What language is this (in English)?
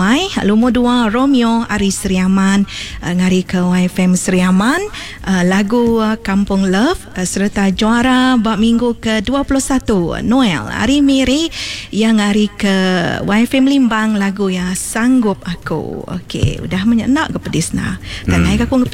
Iban